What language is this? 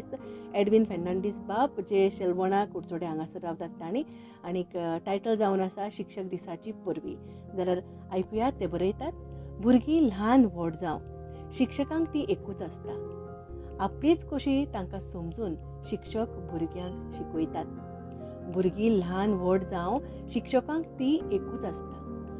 Konkani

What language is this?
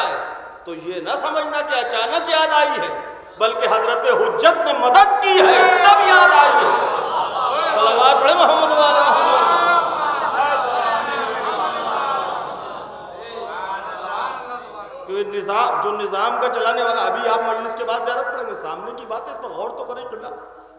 Urdu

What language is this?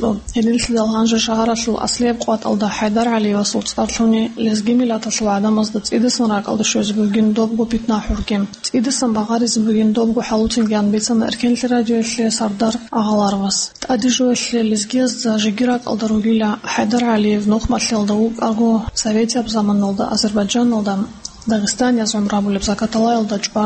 Avaric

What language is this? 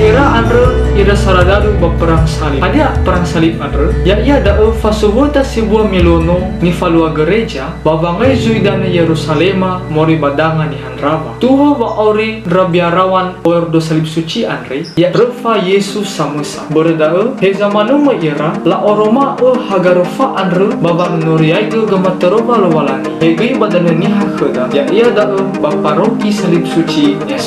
Nias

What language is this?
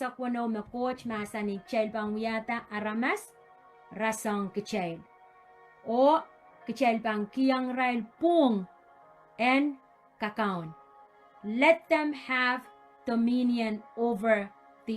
Pohnpeian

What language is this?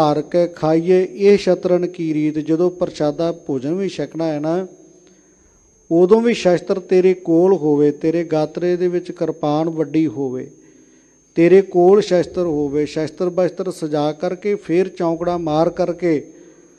Punjabi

